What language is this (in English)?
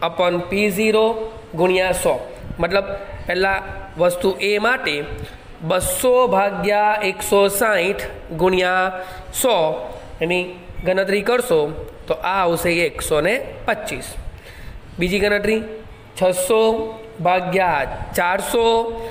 Gujarati